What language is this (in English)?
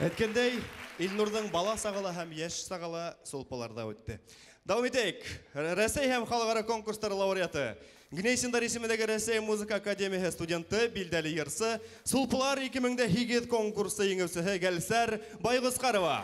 Bashkir